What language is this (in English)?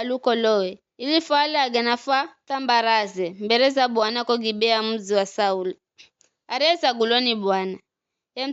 Giryama